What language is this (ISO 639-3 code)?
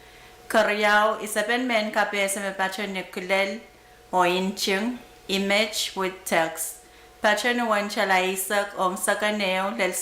pon